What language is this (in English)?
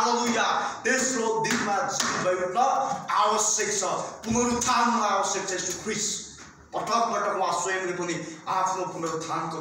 Nepali